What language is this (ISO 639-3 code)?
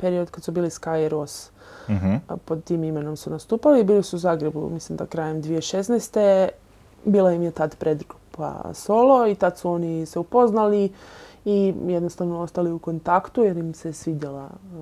hrv